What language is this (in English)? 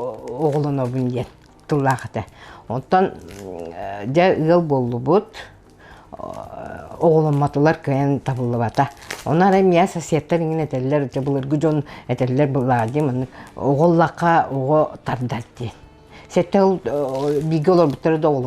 Yakut